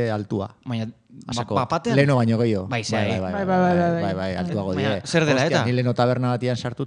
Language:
Basque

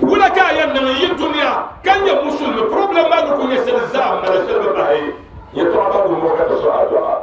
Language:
Dagbani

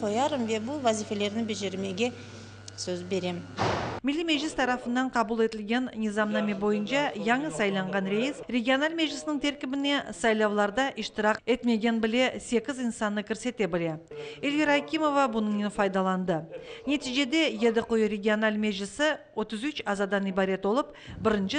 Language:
Crimean Tatar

